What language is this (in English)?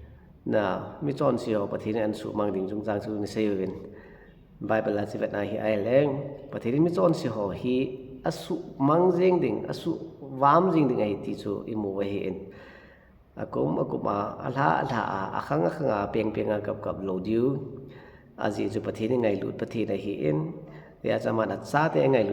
Thado Chin